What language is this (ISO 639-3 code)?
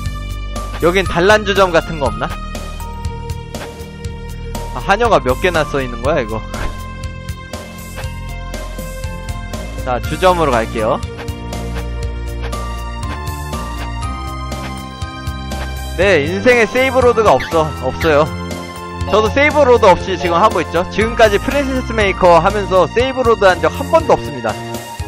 kor